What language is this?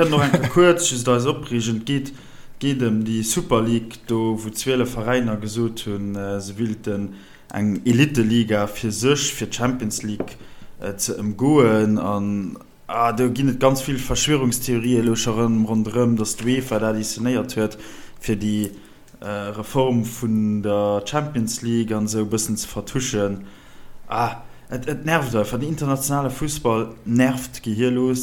Luxembourgish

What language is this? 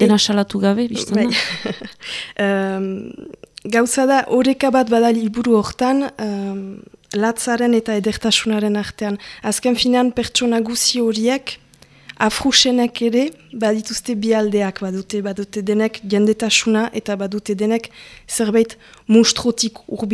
Basque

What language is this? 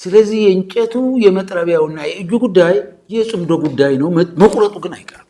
Amharic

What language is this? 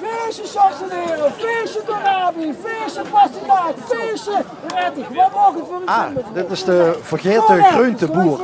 Limburgish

